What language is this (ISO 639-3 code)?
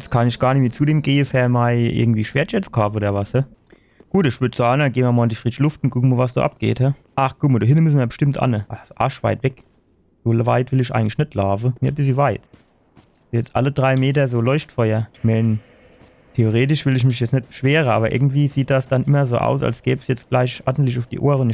pfl